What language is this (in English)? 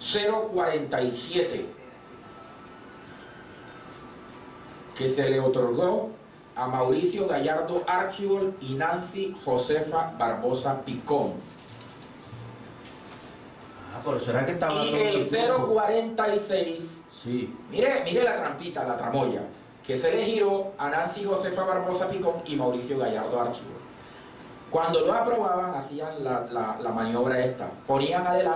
Spanish